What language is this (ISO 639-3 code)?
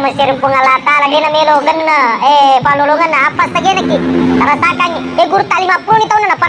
bug